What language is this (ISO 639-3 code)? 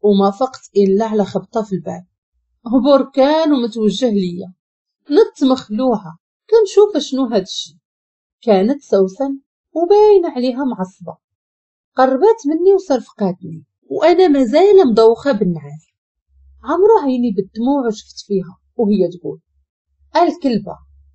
ary